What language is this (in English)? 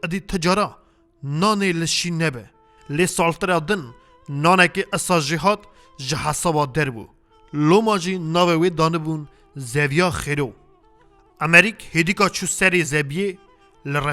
Kurdish